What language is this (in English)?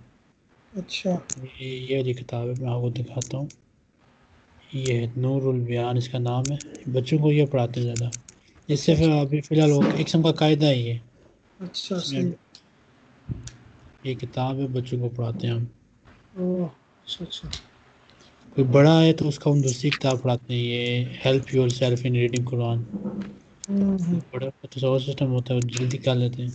Urdu